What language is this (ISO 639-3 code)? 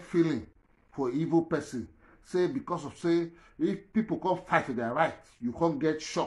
pcm